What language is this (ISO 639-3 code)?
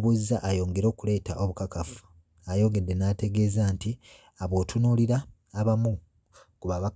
lug